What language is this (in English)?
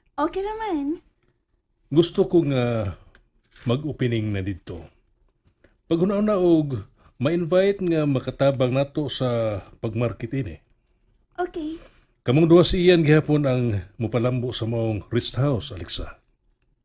Cebuano